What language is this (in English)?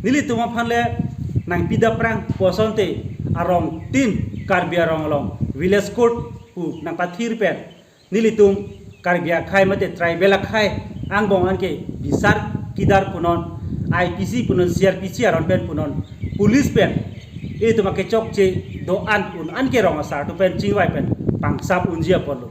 Karbi